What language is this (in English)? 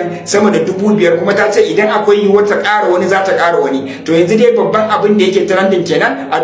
Hausa